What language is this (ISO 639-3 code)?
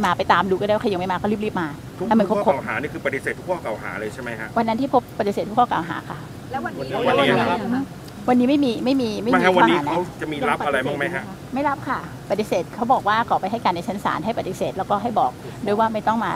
tha